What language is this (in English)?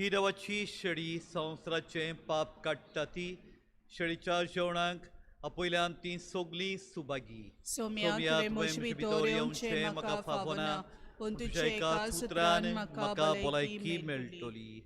Konkani